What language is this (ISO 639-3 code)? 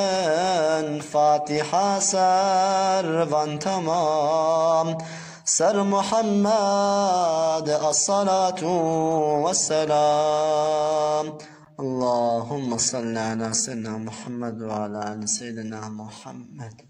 kur